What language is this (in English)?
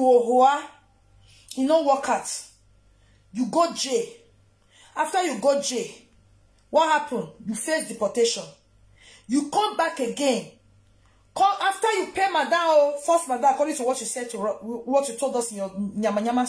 Nigerian Pidgin